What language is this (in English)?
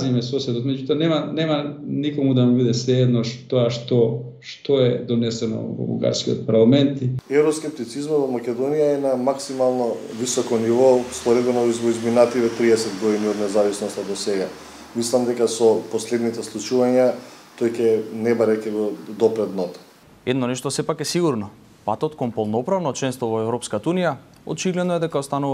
Macedonian